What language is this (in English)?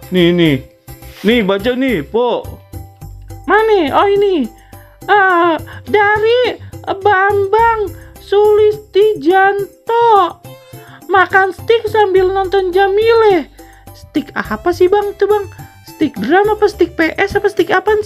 Betawi